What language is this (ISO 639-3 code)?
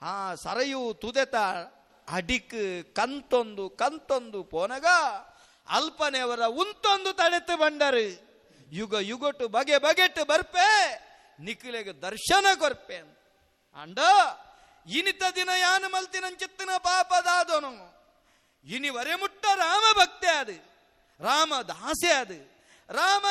tcy